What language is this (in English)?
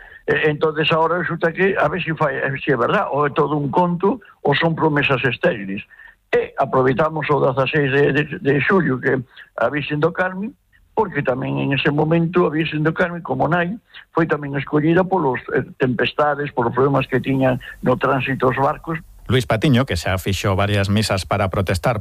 Galician